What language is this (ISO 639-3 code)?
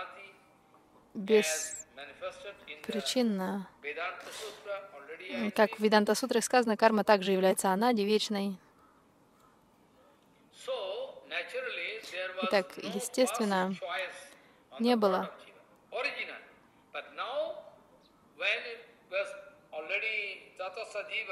rus